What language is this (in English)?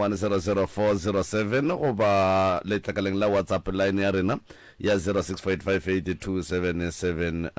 Northern Sotho